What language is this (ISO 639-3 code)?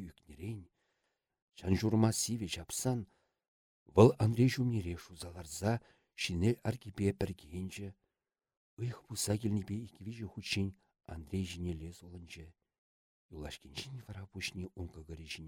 chv